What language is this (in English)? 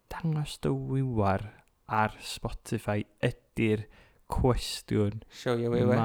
Welsh